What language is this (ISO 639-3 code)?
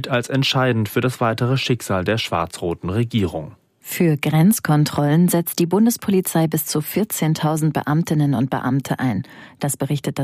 deu